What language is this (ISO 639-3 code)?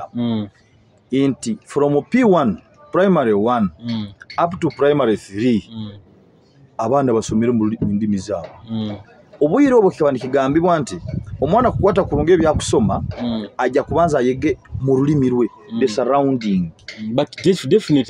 nyo